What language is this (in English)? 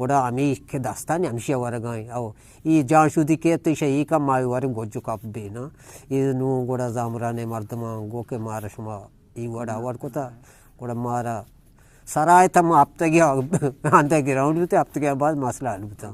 Eastern Balochi